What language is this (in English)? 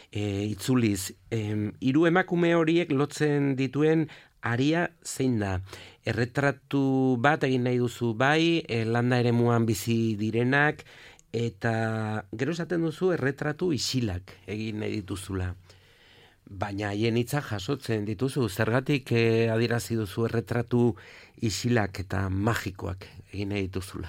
Basque